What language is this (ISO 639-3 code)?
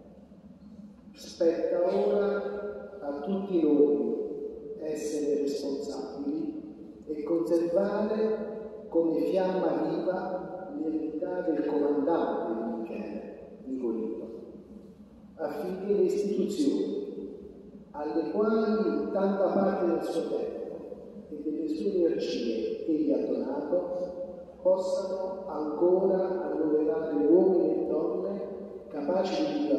ita